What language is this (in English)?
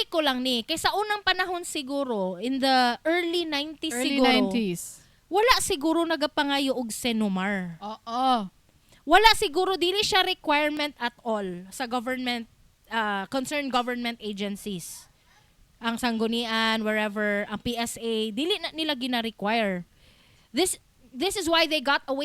Cebuano